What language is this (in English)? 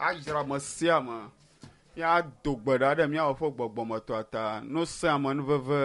Ewe